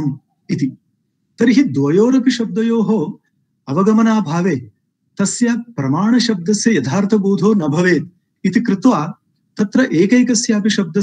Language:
Sanskrit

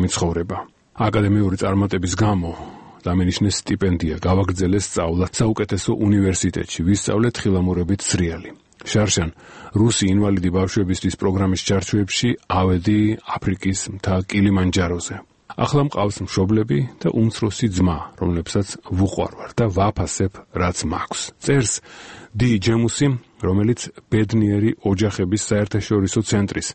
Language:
Georgian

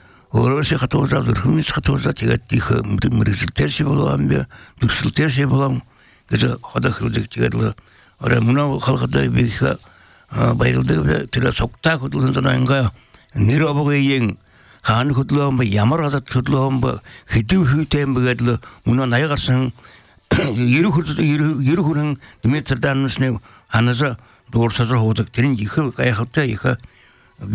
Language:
Belarusian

